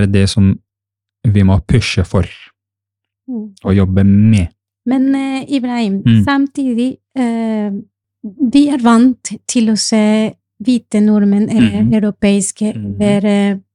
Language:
Norwegian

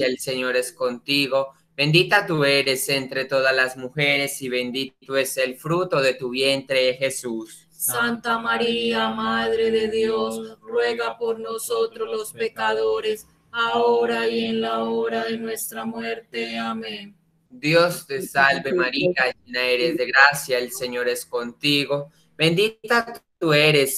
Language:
Spanish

